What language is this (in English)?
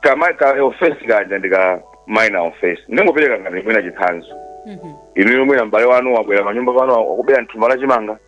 Nyanja